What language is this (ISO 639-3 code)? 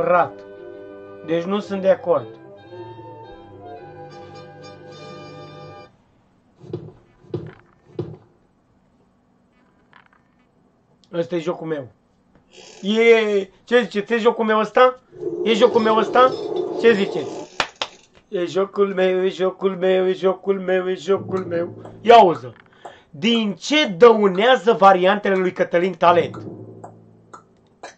ron